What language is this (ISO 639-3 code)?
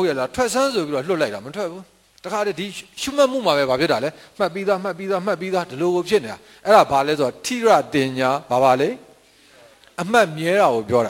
mya